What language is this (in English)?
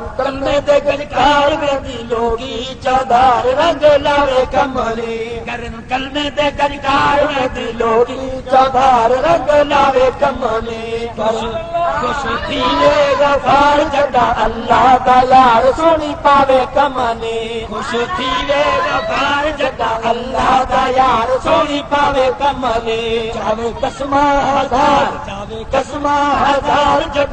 Saraiki